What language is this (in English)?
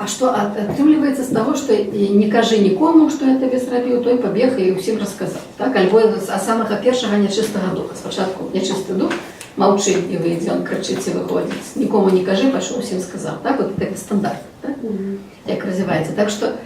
Belarusian